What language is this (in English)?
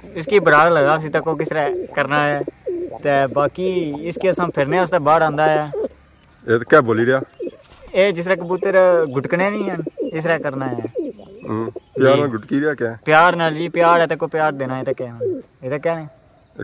Pahari-Potwari